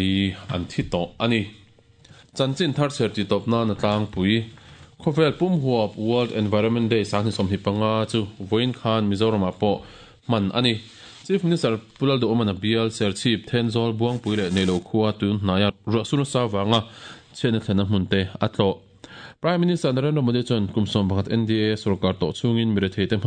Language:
Mizo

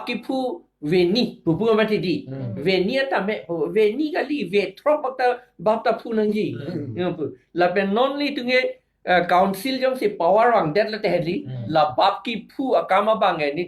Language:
Karbi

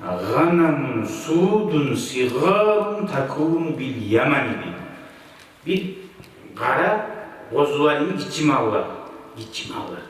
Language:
Kumyk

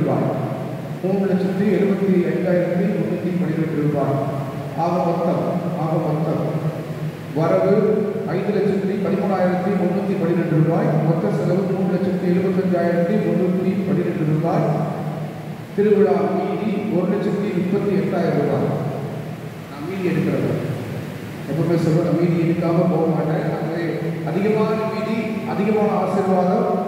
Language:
Tamil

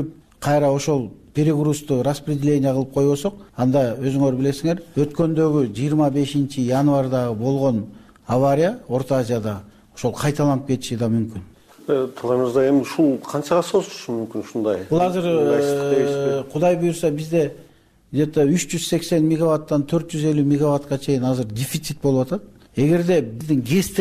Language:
Kyrgyz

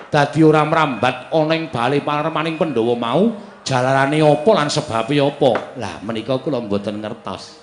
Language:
Javanese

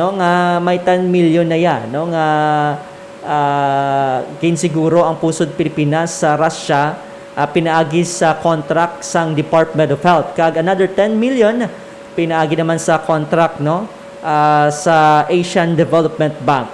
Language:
Hiligaynon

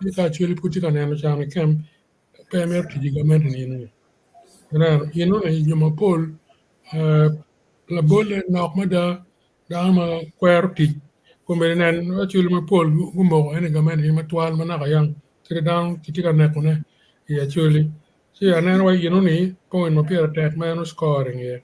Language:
Acoli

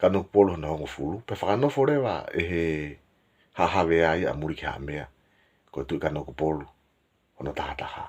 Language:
Tongan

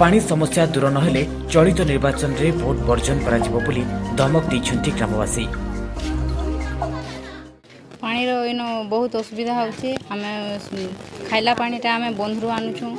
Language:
Odia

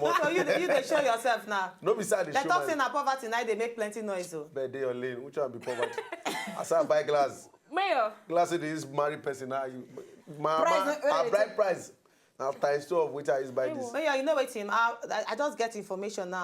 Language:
Nigerian Pidgin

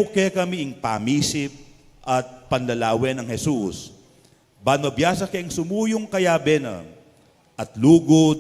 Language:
Pampanga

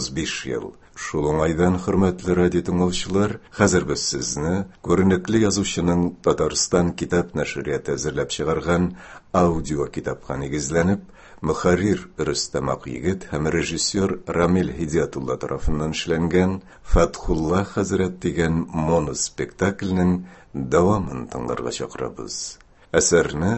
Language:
Tatar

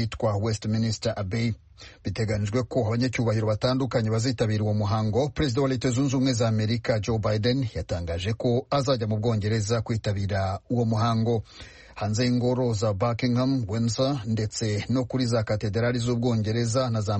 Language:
Kinyarwanda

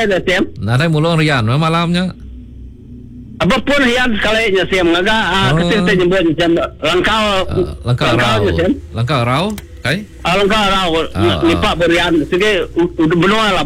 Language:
Iban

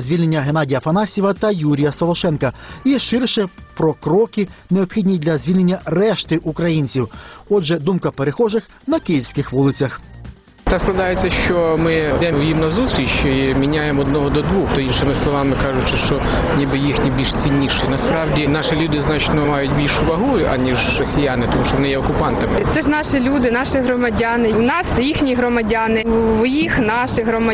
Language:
Ukrainian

